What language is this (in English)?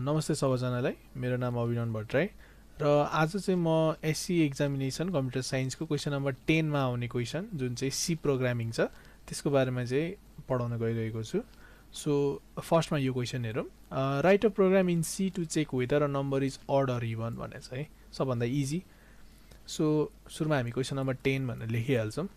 Nepali